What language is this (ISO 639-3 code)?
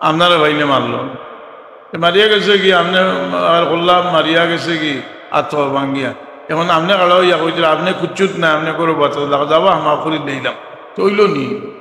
syl